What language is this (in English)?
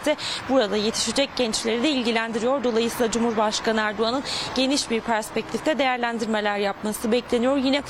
Turkish